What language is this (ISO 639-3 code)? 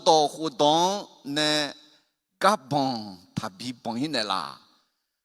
ahk